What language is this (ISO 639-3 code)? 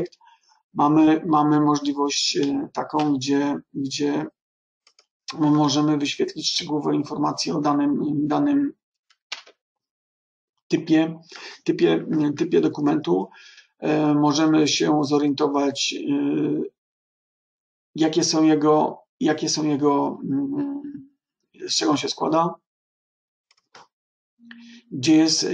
pol